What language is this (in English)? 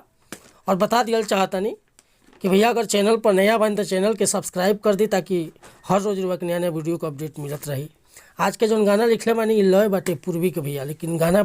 Bhojpuri